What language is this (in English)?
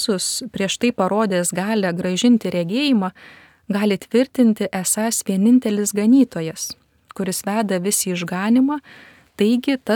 Lithuanian